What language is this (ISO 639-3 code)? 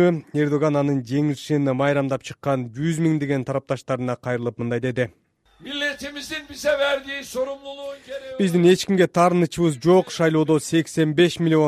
kir